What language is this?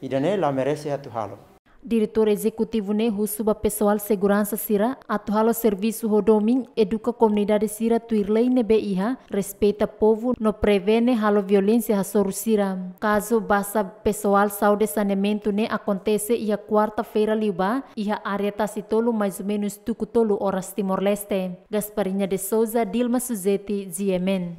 Tetum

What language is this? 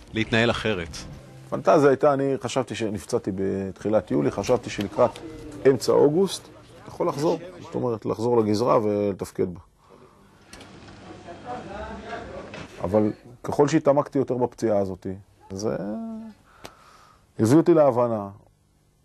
Hebrew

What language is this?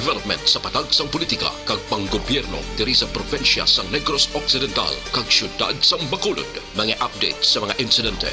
Hiligaynon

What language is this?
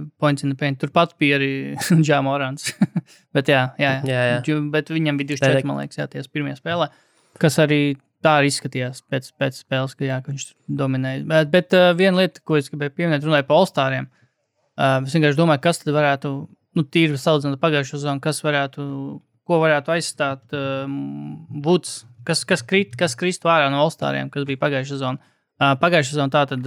Latvian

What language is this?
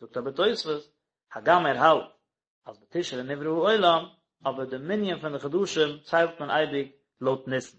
Yiddish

